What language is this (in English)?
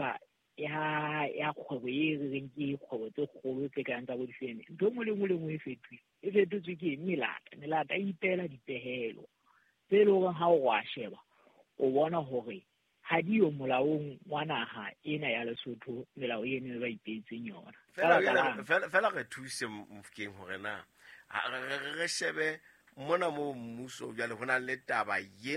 Southern Sotho